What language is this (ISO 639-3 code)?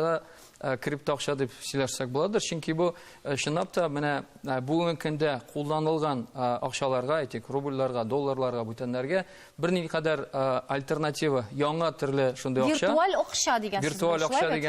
tat